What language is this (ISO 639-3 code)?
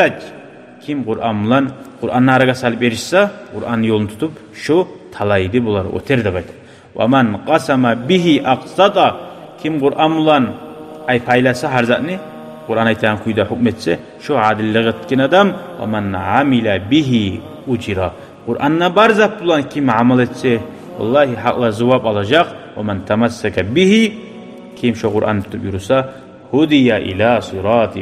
kum